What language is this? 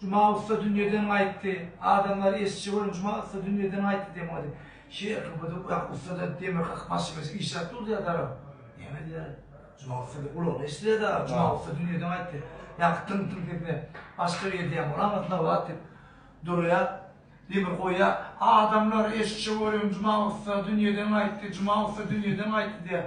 Turkmen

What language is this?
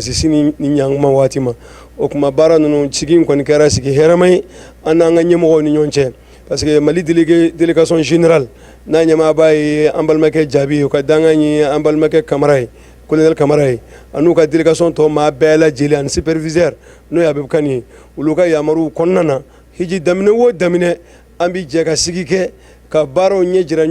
Bambara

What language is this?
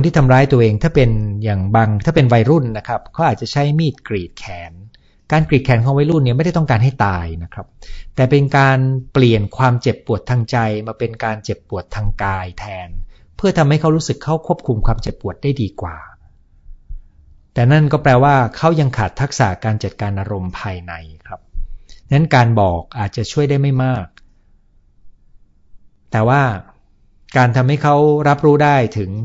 Thai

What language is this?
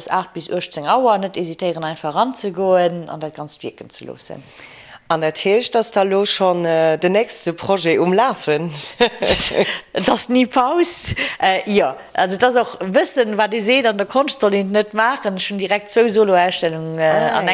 Luxembourgish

